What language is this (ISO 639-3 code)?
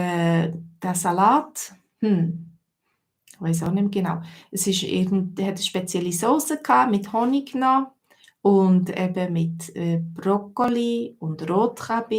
gsw